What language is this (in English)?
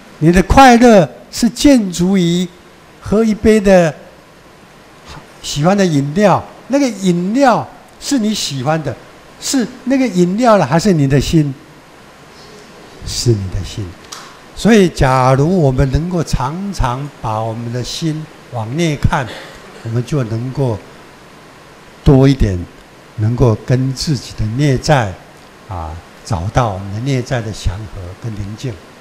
Chinese